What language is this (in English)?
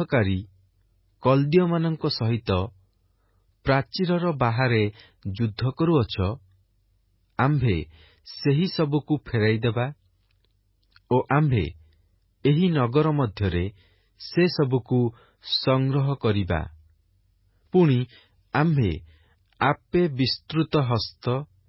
Odia